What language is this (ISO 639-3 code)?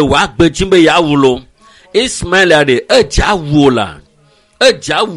ewe